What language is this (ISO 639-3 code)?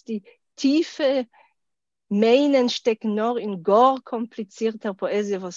yid